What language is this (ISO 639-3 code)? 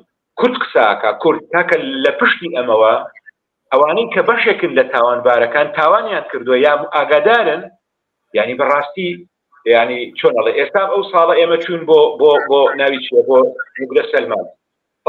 ckb